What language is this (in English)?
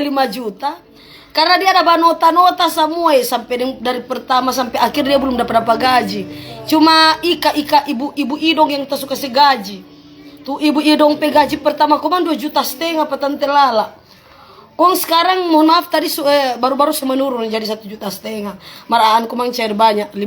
Manado Malay